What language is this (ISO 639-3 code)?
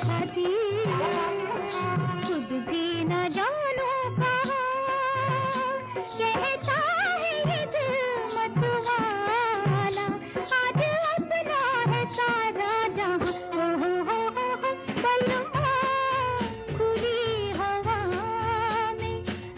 hin